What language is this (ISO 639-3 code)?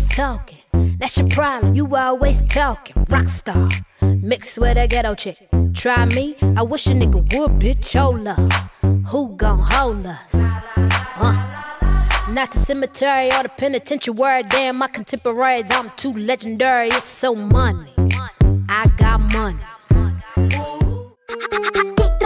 eng